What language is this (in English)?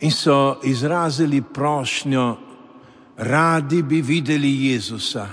Slovenian